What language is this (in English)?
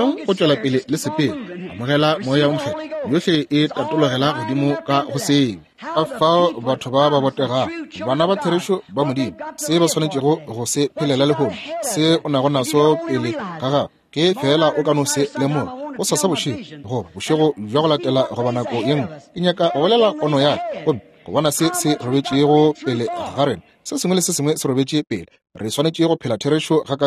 Northern Sotho